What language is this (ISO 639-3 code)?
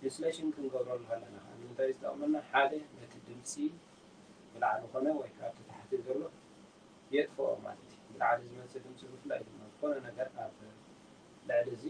tir